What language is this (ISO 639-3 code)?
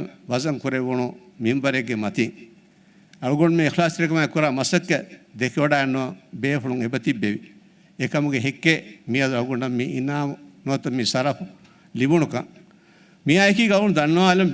div